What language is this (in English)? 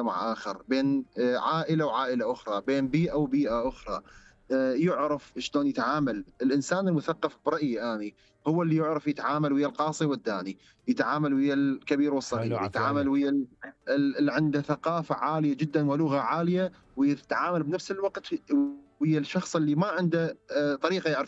Mesopotamian Arabic